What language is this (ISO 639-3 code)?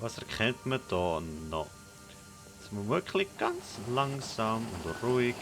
gsw